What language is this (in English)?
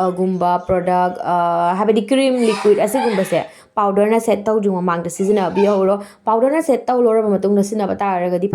Manipuri